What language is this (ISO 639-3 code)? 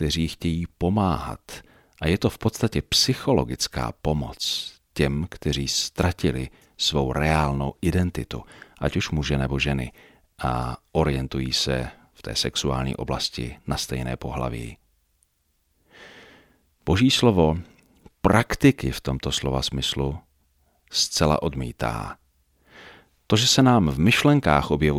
ces